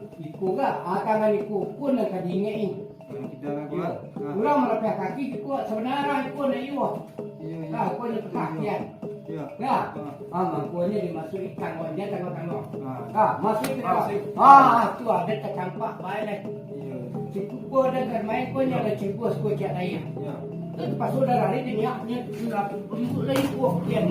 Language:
Minangkabau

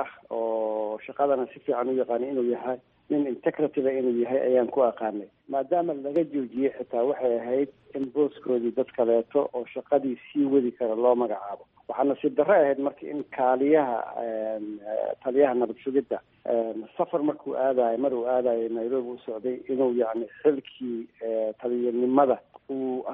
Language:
Somali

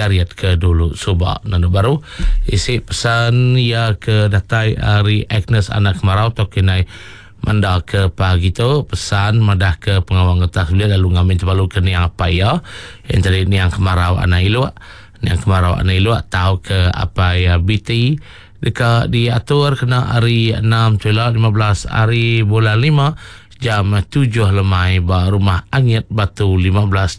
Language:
Iban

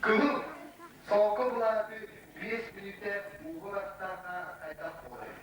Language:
Yakut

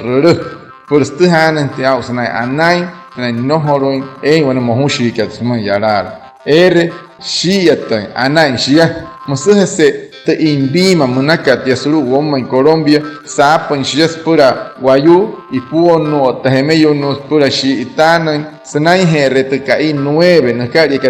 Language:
Wayuu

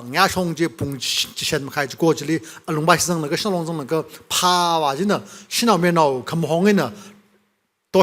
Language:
Tangkhul Naga (India)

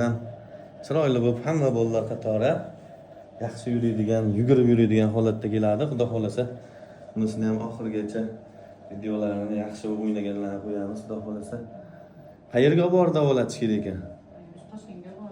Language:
Uzbek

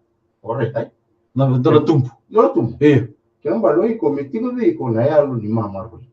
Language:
Fijian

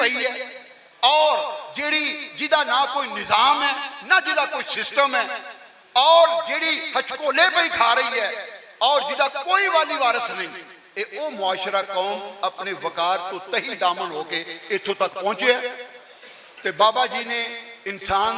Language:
Western Panjabi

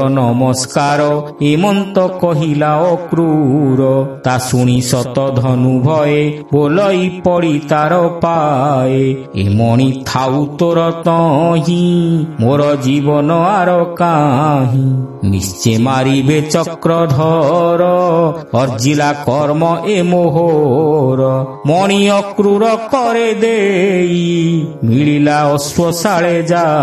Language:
Odia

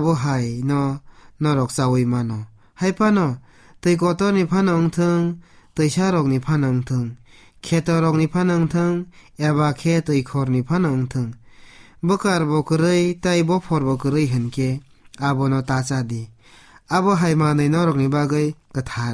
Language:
Kok Borok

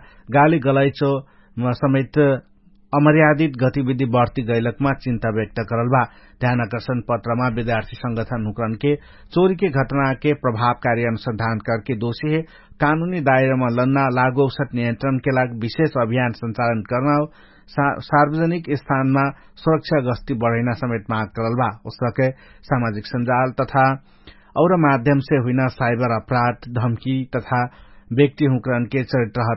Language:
Dangaura Tharu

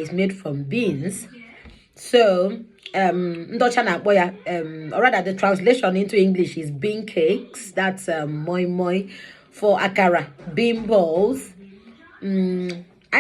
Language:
Igbo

